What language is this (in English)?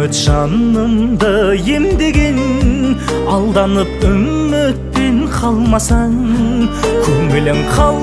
Kazakh